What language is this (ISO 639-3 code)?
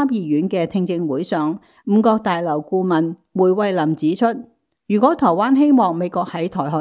yue